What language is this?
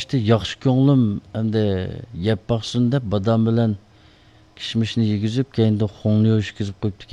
Uyghur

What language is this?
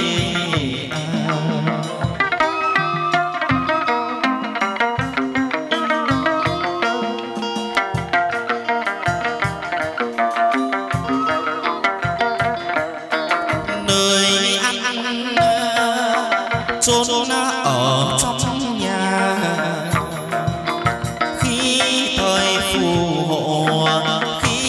Vietnamese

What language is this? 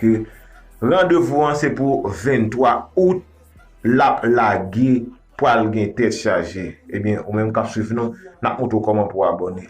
Haitian Creole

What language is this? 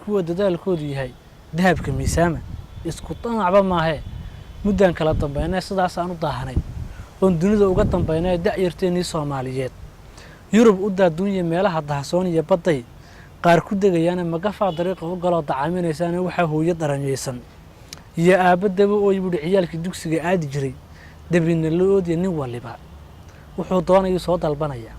Somali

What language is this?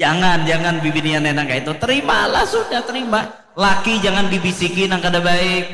Banjar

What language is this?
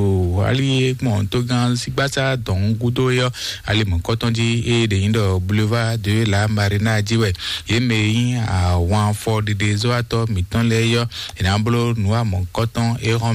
Fon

